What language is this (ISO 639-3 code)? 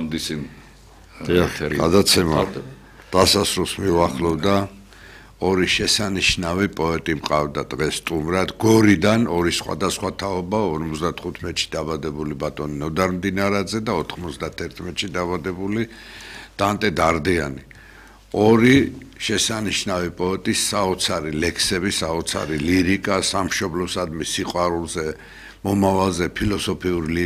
kat